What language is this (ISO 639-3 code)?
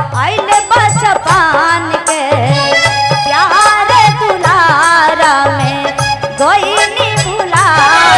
mag